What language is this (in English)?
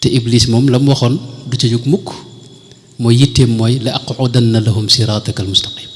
Wolof